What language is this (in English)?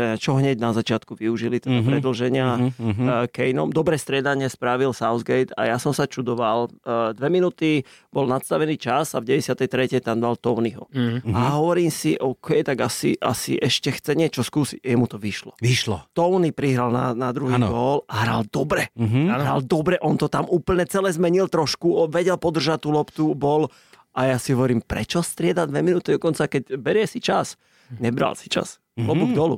Slovak